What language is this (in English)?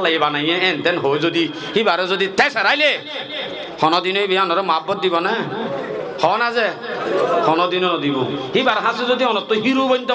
Rohingya